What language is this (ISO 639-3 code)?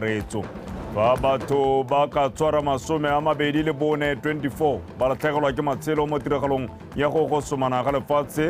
tsn